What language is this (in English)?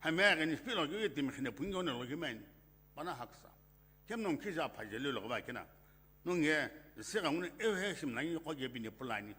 Sumi Naga